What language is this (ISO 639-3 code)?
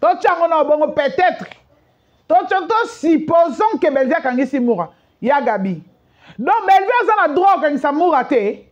lin